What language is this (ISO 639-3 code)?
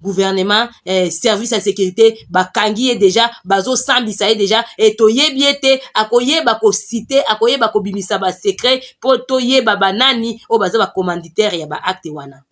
lin